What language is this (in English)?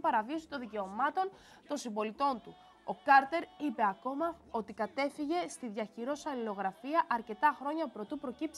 Greek